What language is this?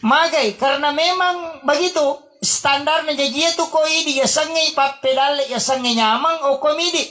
Buginese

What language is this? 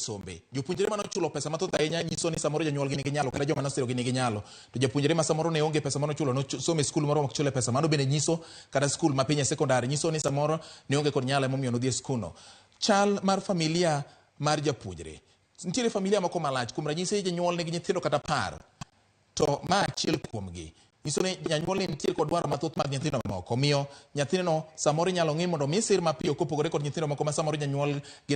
Luo (Kenya and Tanzania)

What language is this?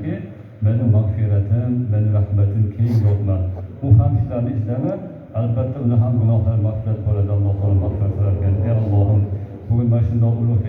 Uzbek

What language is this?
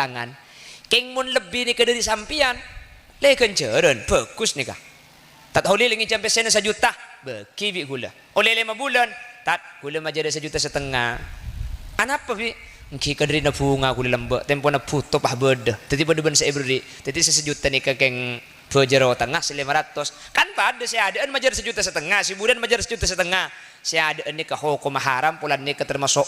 Madurese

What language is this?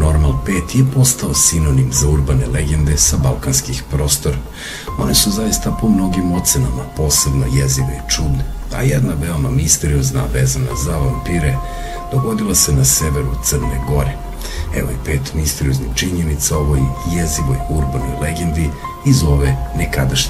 Serbian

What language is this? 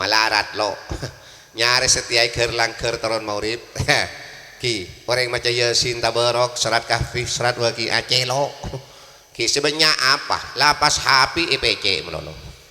Madurese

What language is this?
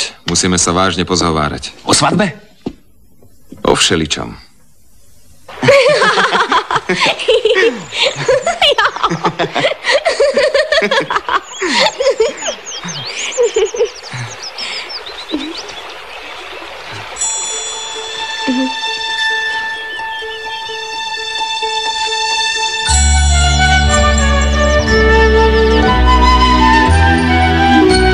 Slovak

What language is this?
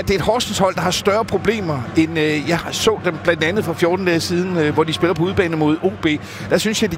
Danish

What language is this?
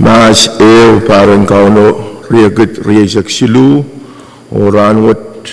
Pohnpeian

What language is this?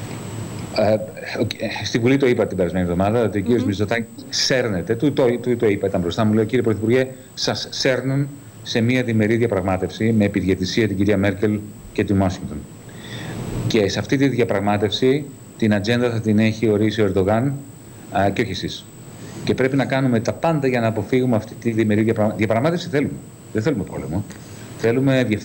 Greek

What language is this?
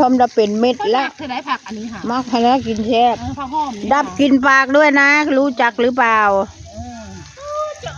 Northeastern Thai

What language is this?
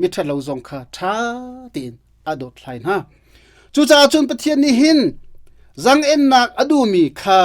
Hakha Chin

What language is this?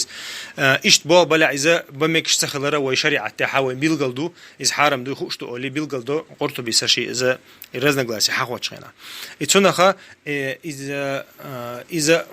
Chechen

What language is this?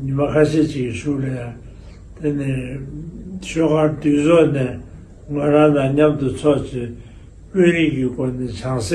Tibetan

